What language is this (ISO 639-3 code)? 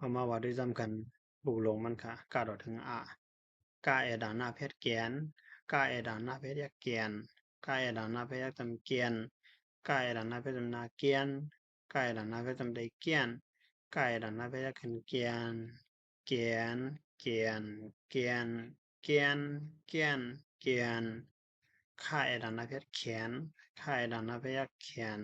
shn